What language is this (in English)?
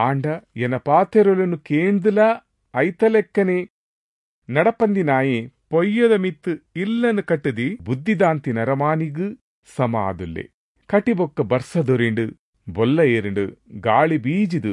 Tulu